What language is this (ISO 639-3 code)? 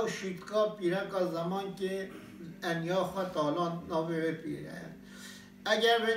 kur